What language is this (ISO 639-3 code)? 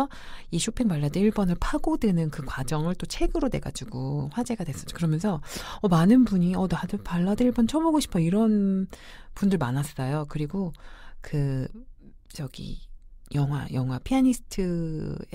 kor